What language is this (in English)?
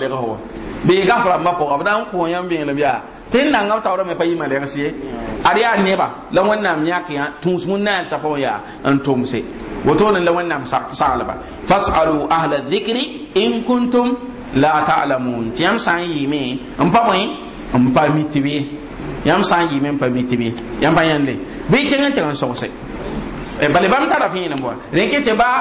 Mossi